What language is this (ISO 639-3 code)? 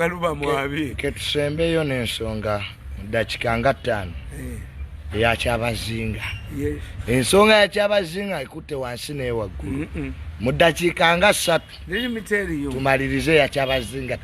lug